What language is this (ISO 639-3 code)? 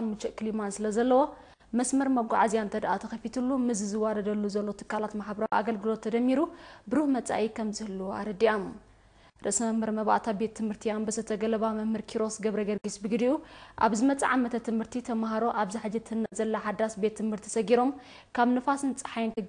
tir